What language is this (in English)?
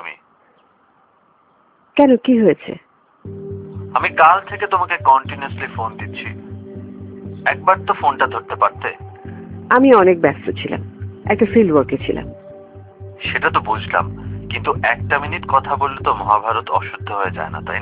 Bangla